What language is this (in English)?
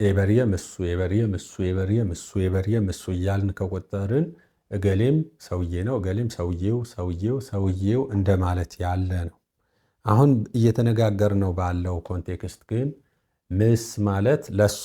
Amharic